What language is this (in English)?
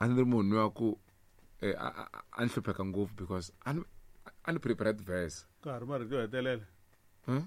Tsonga